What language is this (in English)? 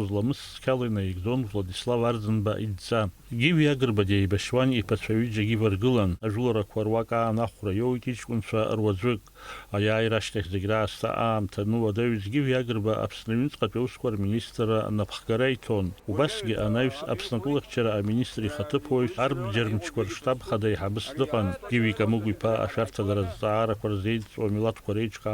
Abkhazian